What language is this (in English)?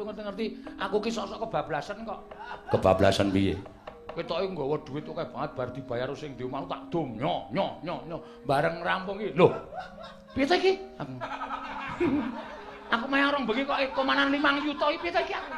Javanese